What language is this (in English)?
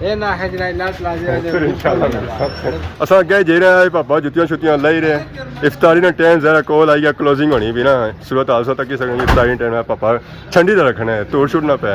Pahari-Potwari